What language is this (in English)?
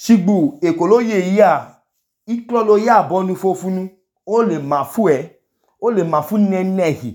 Idoma